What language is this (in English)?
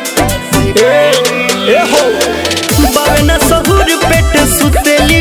Bhojpuri